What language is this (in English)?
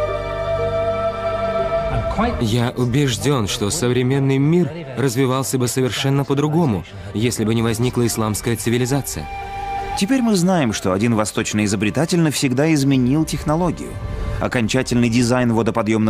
Russian